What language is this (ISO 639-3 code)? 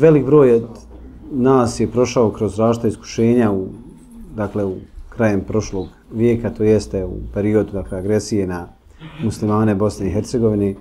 bos